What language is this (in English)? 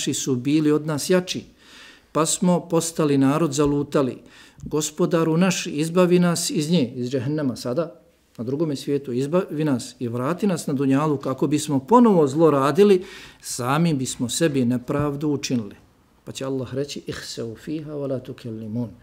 Bosnian